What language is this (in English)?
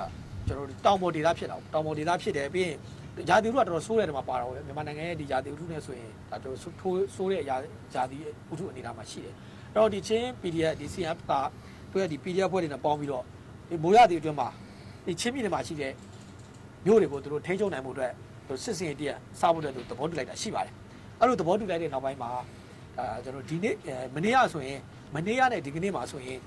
Burmese